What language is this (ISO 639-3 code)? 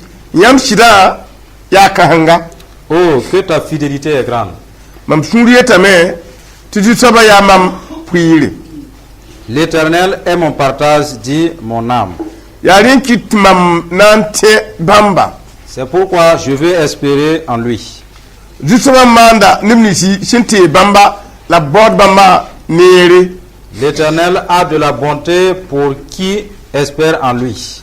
mos